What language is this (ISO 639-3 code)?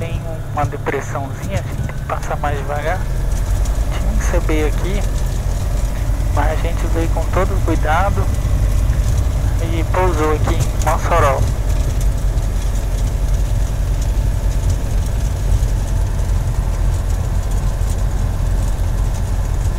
por